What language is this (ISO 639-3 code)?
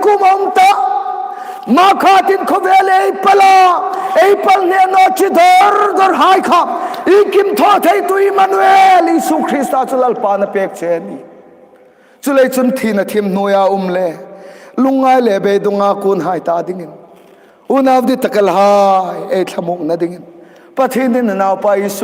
hmr